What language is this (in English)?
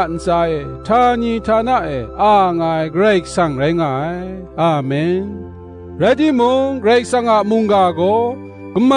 Kachin